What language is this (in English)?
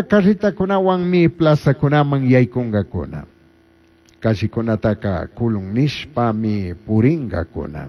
Chimborazo Highland Quichua